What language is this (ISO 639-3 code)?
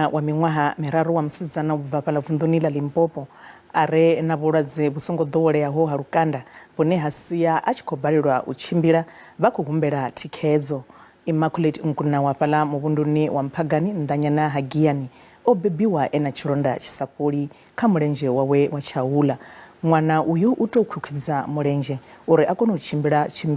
ven